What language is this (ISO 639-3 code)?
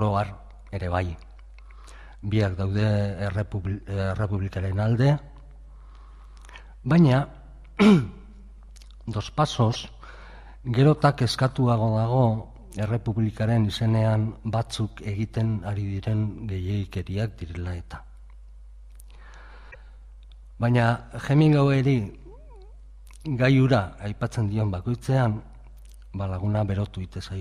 eus